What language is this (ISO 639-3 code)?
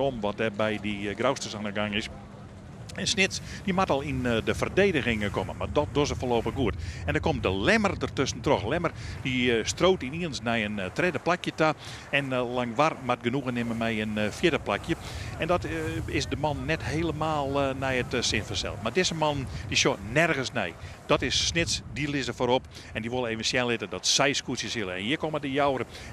fry